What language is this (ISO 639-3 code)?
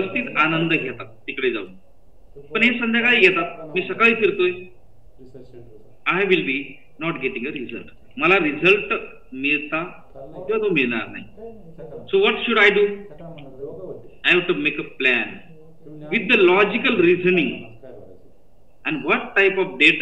mar